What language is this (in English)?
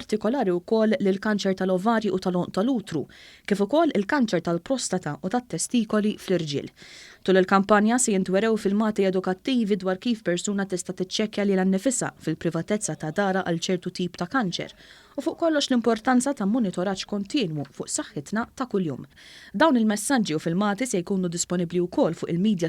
Maltese